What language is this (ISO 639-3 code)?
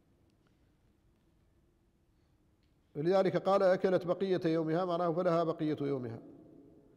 ara